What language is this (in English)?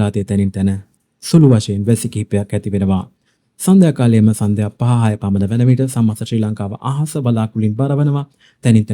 Sinhala